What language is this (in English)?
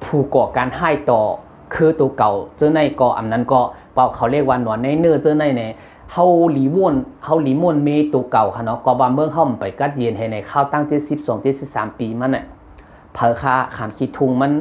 Shan